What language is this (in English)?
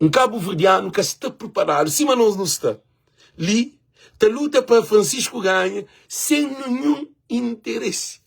Kabuverdianu